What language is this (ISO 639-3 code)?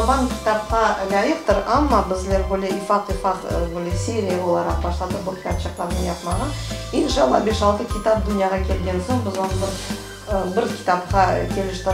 crh